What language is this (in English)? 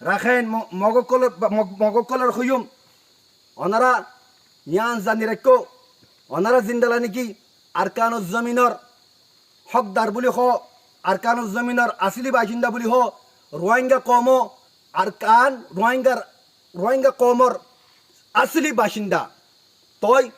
Rohingya